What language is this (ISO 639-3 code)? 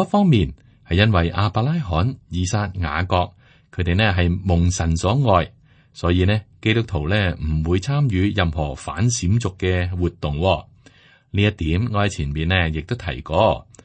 yue